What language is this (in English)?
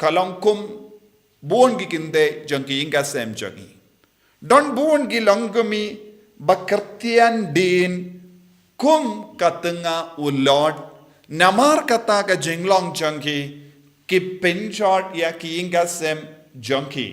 Khasi